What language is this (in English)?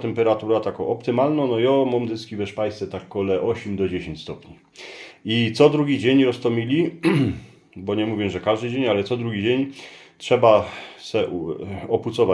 Silesian